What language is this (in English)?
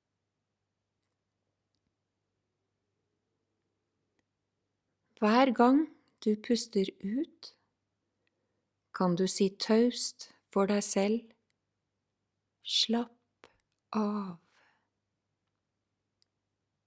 Norwegian